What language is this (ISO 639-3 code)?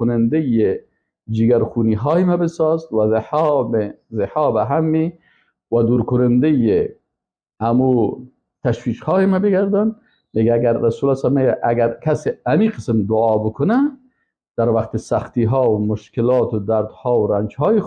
fas